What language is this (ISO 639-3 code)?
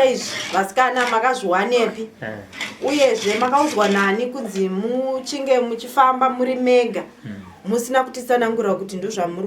sna